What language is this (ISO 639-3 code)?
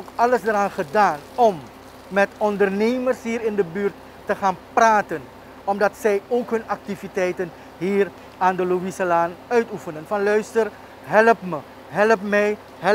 nld